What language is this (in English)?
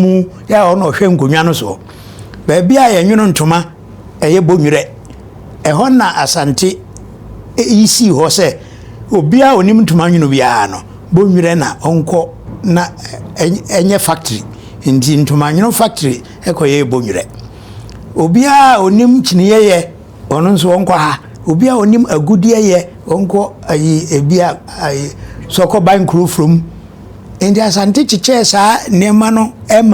Akan